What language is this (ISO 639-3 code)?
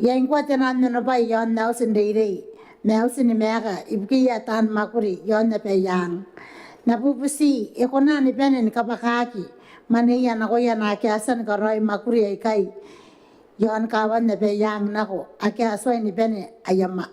gil